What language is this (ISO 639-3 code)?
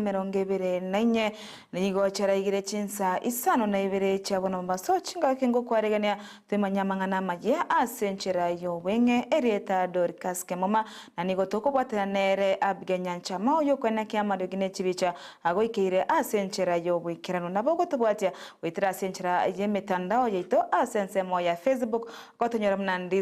guz